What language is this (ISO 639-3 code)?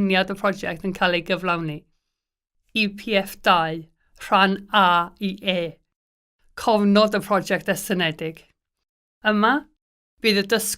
cym